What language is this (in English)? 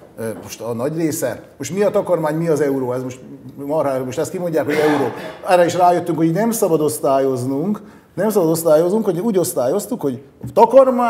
Hungarian